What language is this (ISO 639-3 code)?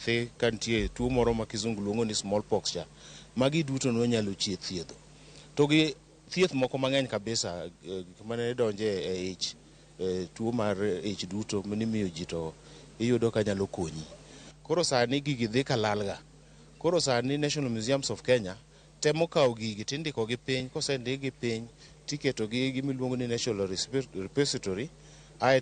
luo